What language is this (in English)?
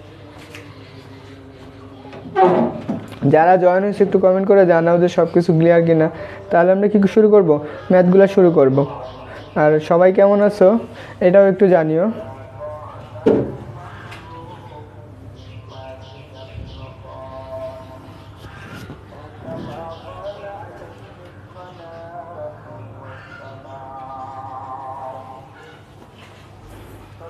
Bangla